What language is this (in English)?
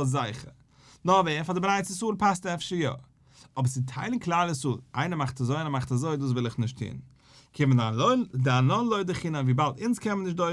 Yiddish